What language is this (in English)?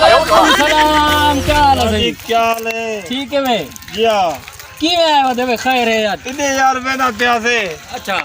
Saraiki